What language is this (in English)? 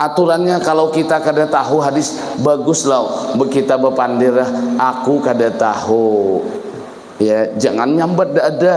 Banjar